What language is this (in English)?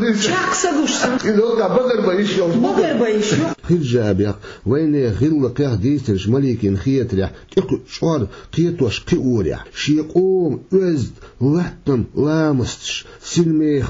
Chechen